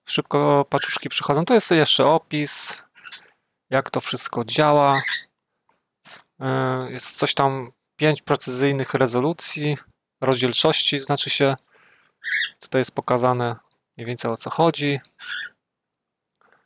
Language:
Polish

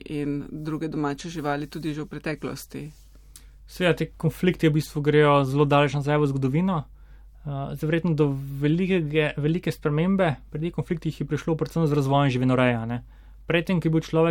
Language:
Slovenian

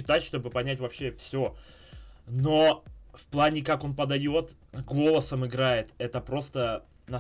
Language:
Russian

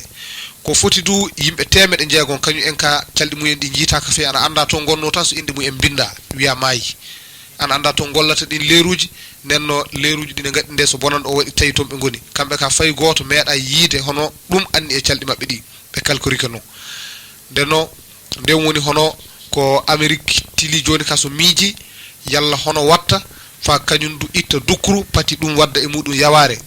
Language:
Fula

